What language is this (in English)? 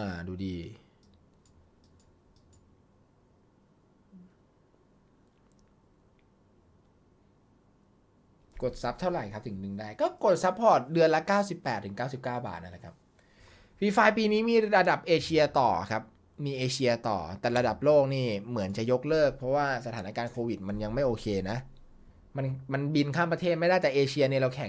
Thai